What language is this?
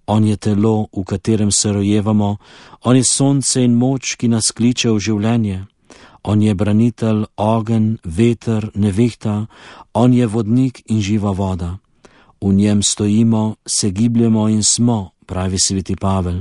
Slovenian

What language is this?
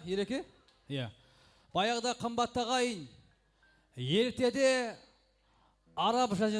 Kara-Kalpak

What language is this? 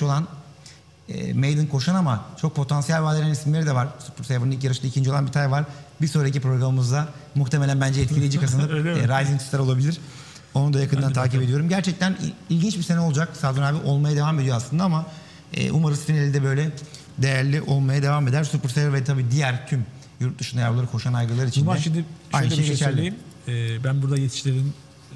Turkish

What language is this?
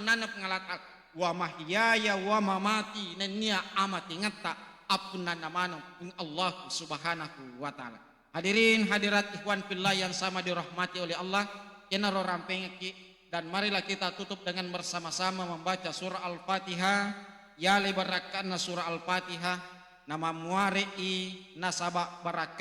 Buginese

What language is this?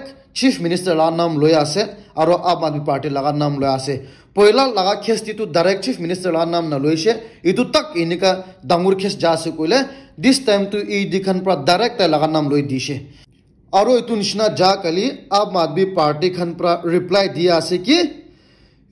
Naga Pidgin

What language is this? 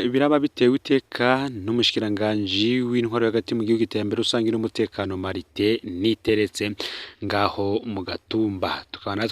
Rundi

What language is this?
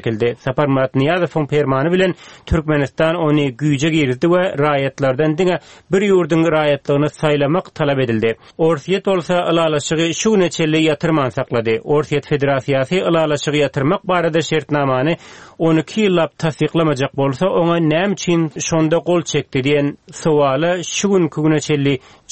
Turkmen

